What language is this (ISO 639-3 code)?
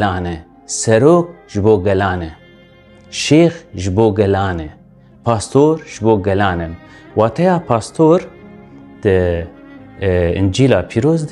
kur